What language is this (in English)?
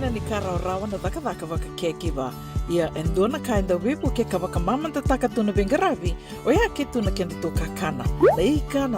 Fijian